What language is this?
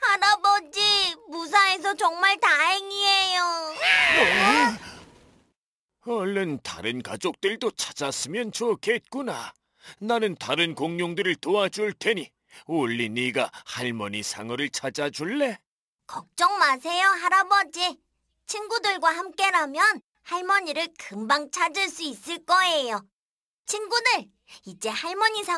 Korean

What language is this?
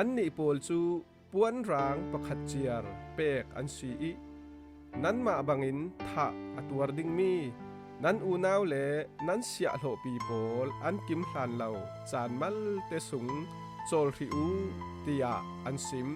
Falam Chin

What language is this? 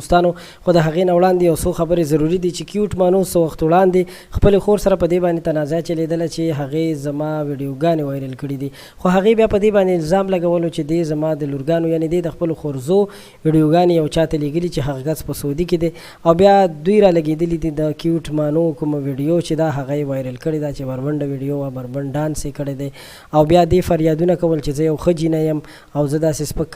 Pashto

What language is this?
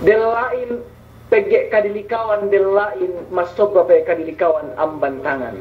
Yakan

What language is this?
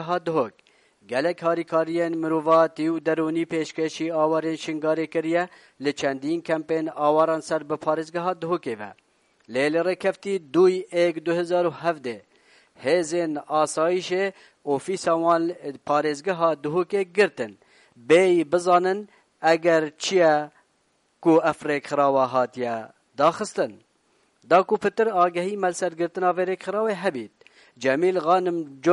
Kurdish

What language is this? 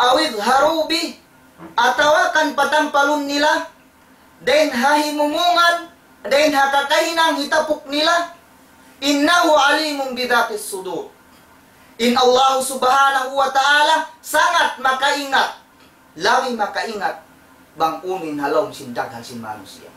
Tausug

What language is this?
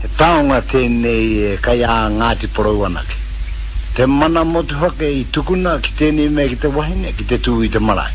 Māori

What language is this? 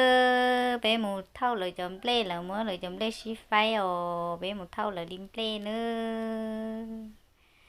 Hmong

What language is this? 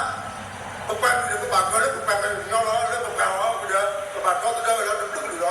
S'gaw Karen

